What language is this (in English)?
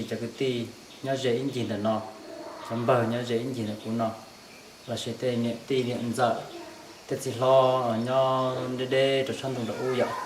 Hmong